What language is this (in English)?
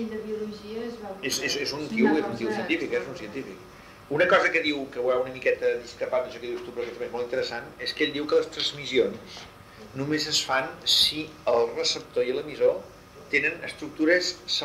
Catalan